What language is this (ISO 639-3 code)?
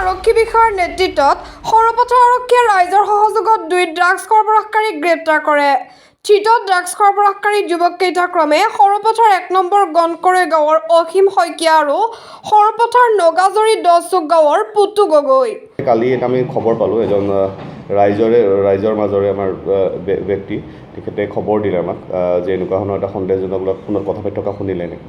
asm